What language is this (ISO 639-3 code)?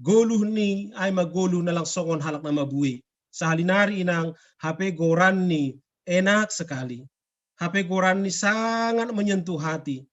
bts